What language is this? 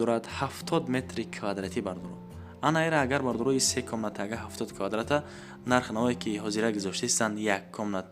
Tajik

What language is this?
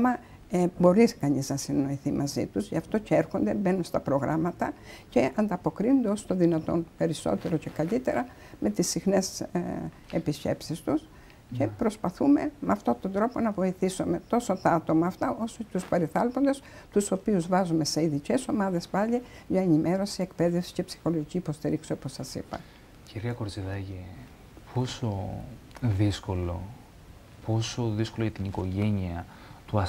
Greek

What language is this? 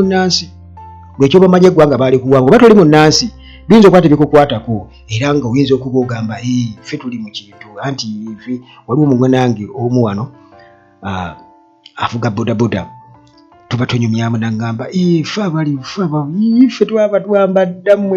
Ganda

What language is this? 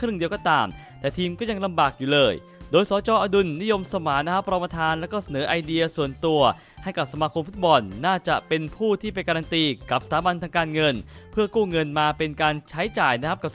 Thai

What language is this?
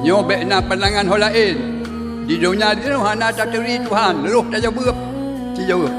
Achinese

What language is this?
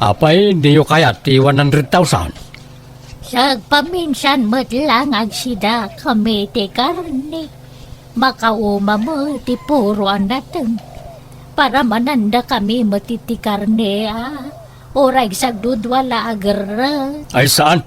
Iloko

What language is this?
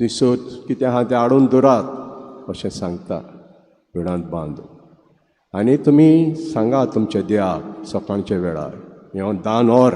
Konkani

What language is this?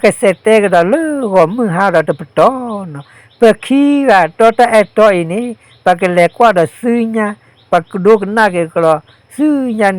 S'gaw Karen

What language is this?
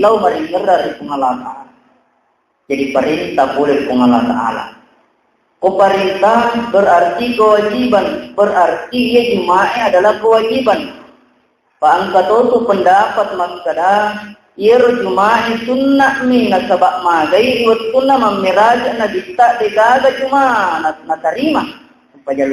Buginese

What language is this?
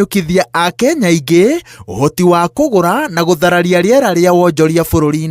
Kikuyu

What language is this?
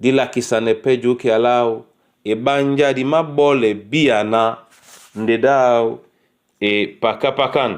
Duala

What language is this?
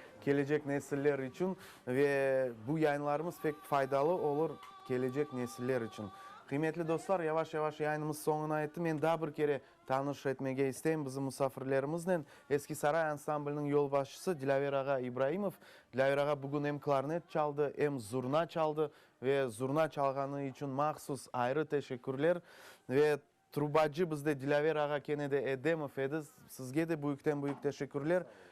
Crimean Tatar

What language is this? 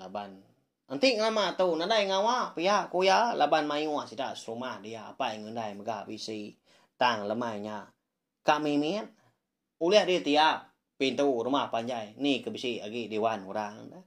Iban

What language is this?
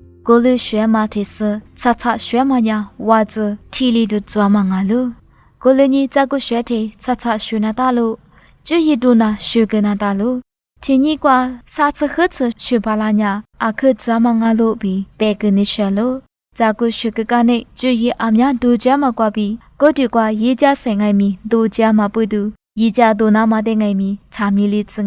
Lisu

